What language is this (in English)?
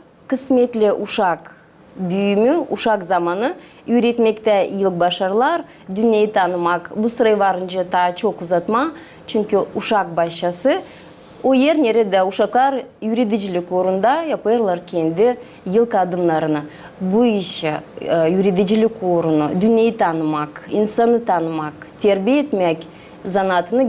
Gagauz